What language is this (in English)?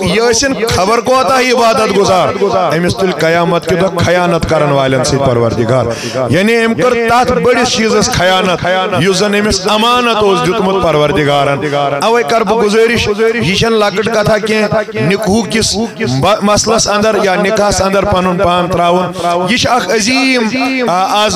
Kashmiri